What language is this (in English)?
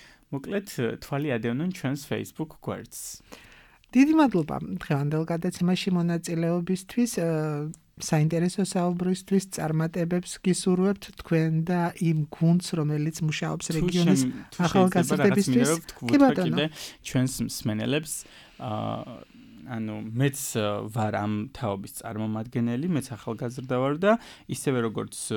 Georgian